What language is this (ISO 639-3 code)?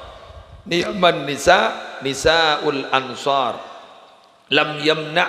mad